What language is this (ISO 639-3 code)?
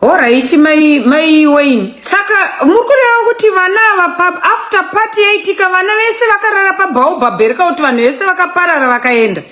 sna